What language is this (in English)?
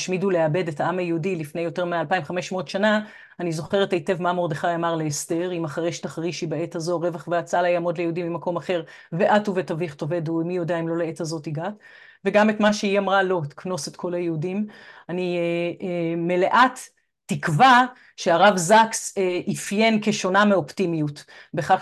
Hebrew